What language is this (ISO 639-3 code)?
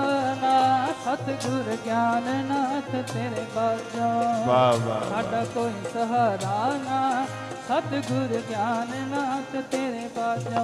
pan